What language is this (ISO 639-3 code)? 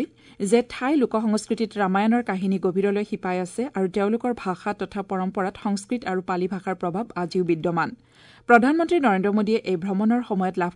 asm